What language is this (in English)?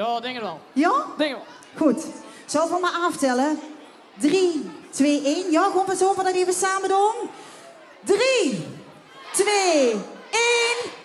Limburgish